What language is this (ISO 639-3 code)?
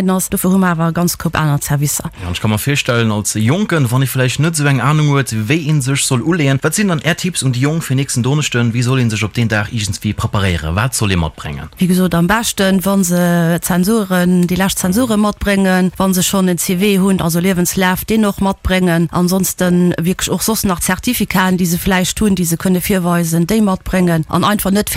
ltz